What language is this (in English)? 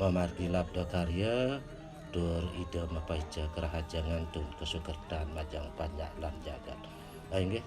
Balinese